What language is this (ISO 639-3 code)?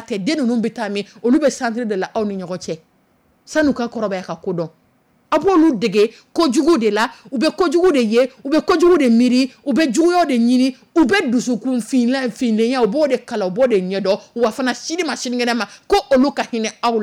dyu